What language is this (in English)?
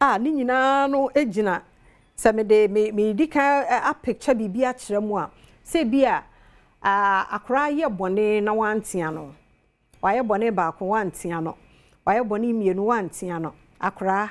Akan